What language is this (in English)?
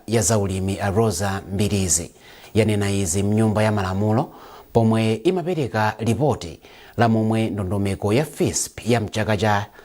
Nyanja